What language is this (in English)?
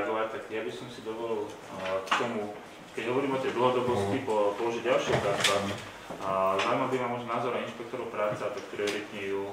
Slovak